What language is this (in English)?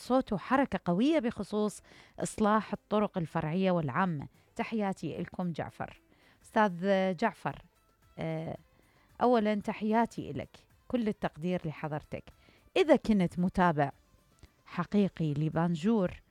Mesopotamian Arabic